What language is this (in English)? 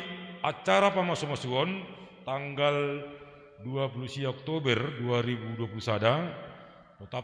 Batak Simalungun